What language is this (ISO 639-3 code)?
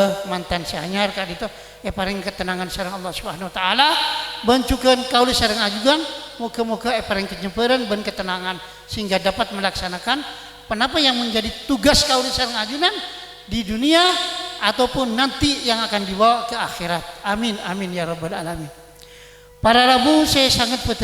mad